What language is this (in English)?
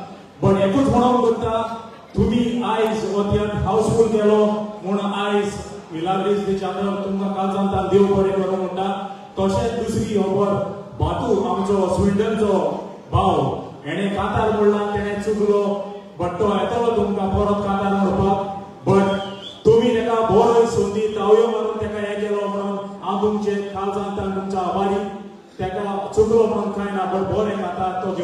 Konkani